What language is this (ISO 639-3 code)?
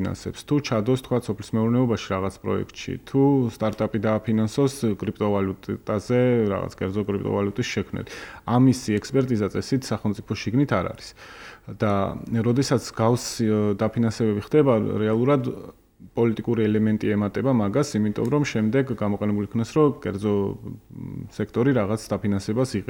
kat